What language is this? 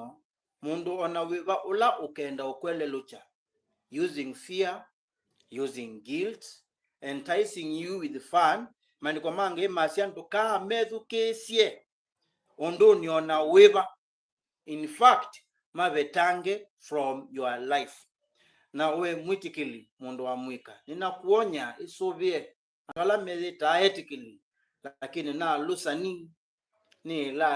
Kamba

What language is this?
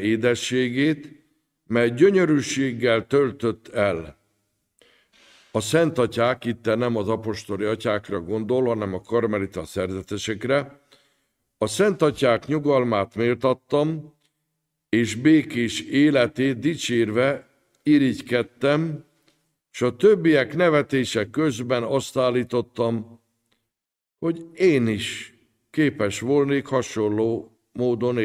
Hungarian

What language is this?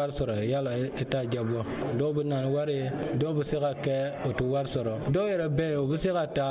Bambara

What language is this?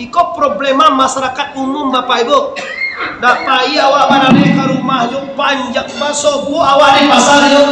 Minangkabau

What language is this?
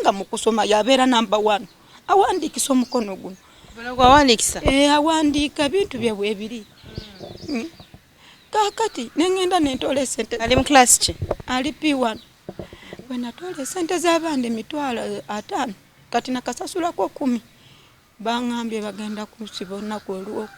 Ganda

